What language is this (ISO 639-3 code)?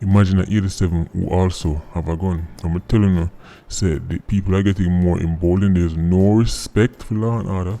jam